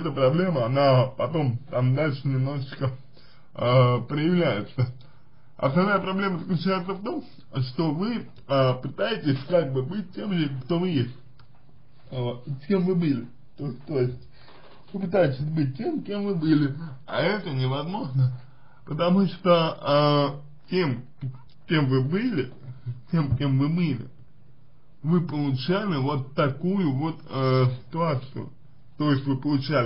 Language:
Russian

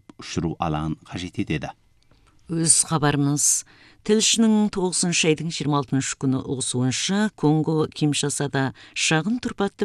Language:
Kazakh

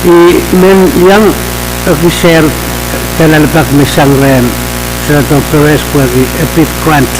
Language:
Pohnpeian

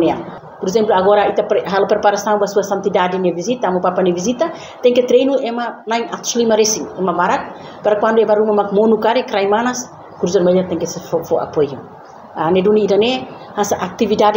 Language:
Tetum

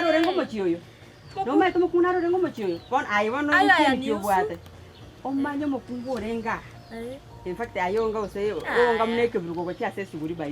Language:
Gusii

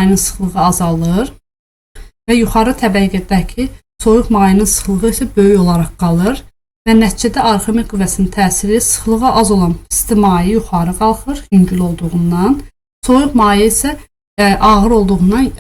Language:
Azerbaijani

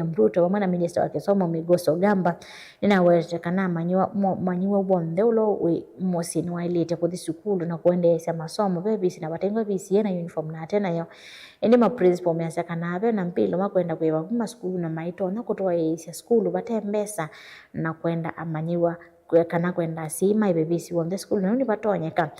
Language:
Kamba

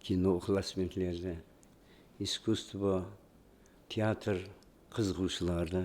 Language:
Kara-Kalpak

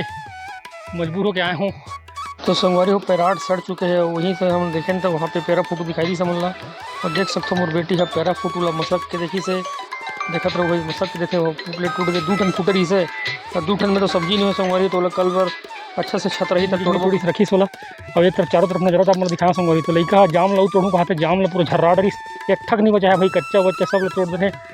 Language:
Chhattisgarhi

